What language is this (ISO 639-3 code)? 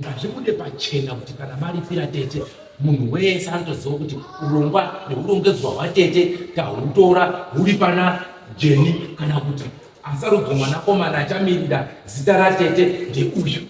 sna